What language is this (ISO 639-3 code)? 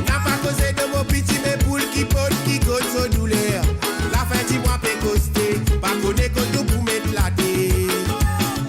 mfe